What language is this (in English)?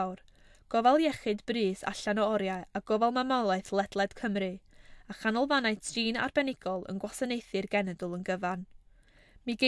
Welsh